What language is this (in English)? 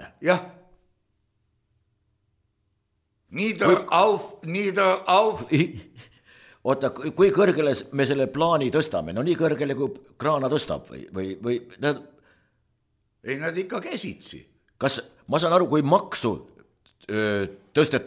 Estonian